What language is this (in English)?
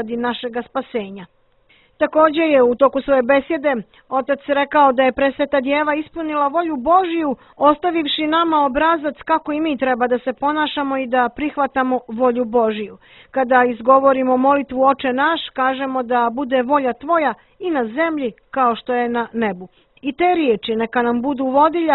Bosnian